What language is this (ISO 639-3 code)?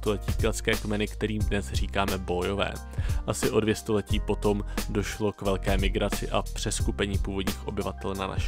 ces